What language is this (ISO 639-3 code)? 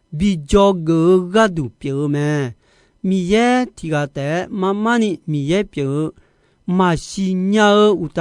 ahk